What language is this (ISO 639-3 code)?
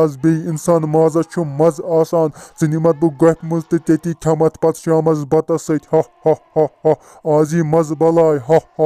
kas